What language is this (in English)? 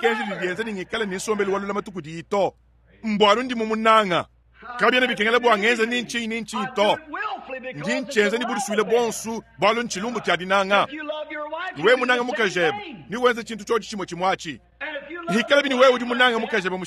Luba-Lulua